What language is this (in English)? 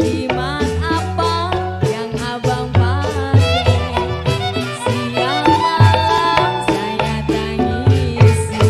Betawi